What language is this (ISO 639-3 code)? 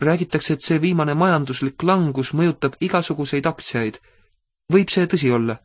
est